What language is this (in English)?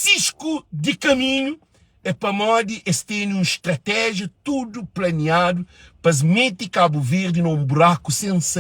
Kabuverdianu